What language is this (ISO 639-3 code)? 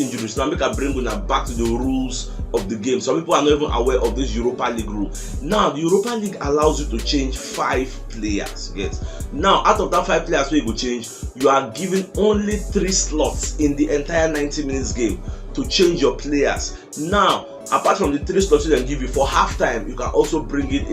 pcm